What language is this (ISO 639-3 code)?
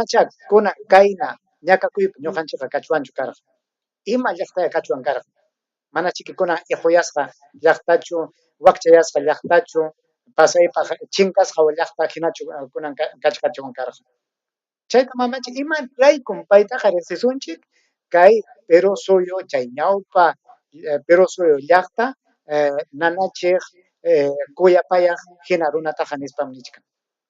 quy